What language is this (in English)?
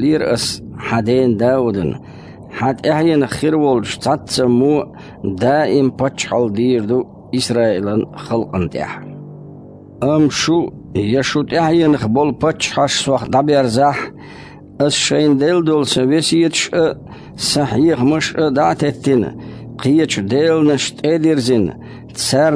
Chechen